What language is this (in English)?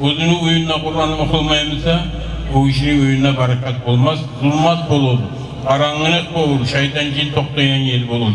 Kumyk